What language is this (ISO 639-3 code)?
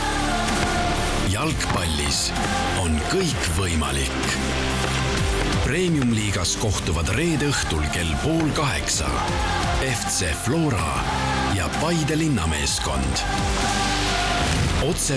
est